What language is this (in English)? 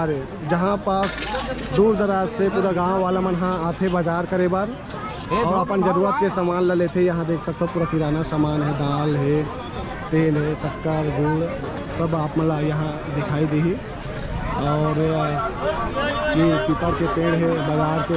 Chhattisgarhi